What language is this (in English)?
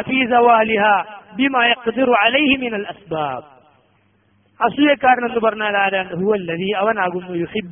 Malayalam